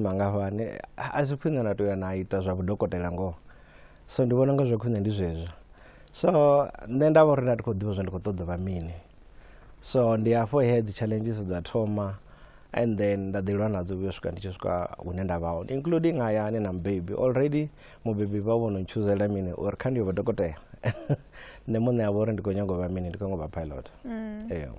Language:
Venda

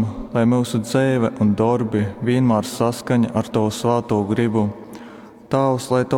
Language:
Latgalian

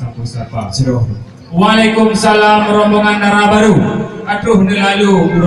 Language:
Achinese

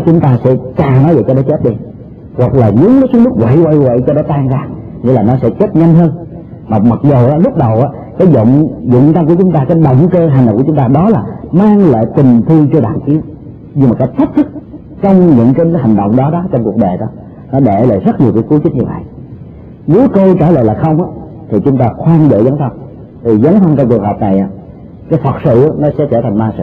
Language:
Vietnamese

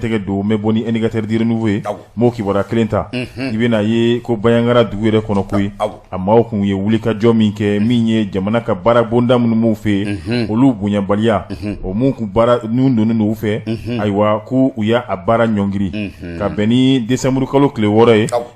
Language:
Bambara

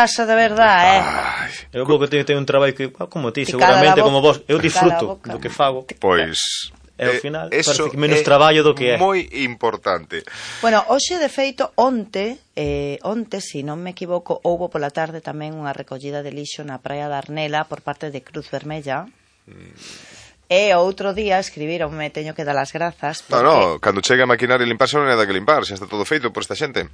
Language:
Galician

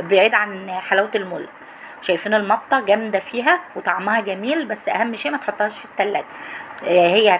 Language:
Egyptian Arabic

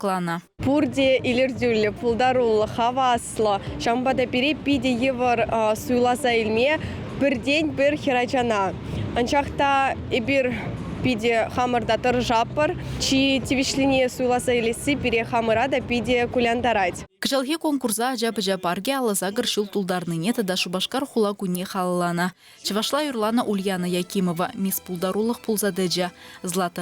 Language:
Chuvash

